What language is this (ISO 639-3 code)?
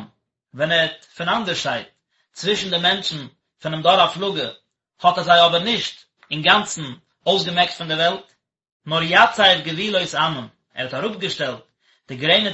yid